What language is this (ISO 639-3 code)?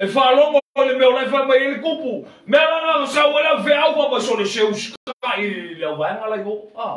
smo